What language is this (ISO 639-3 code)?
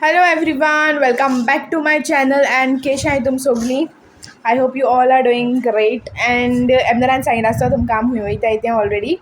kok